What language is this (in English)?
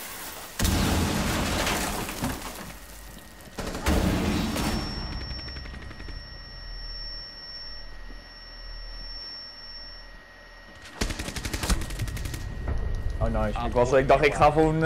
Dutch